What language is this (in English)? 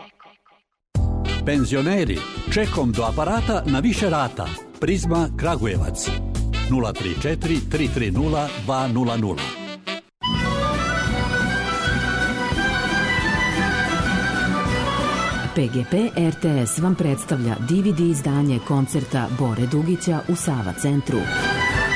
Serbian